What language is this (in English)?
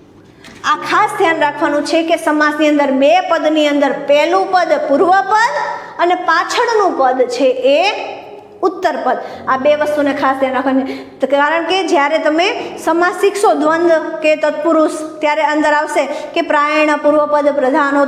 Gujarati